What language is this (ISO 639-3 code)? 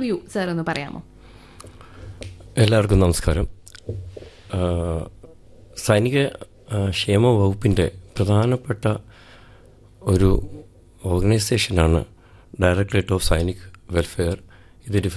mal